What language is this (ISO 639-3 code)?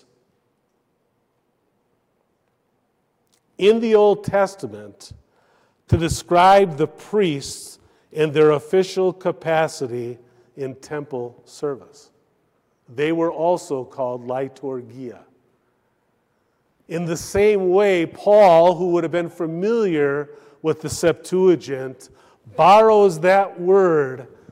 eng